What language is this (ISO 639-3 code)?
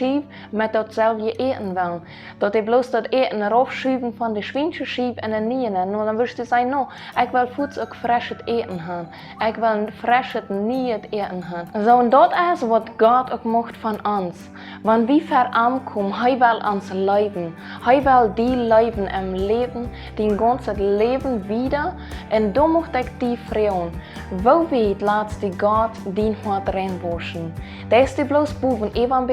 pdt